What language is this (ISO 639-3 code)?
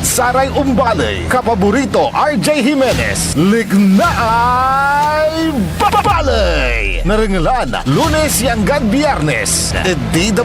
pag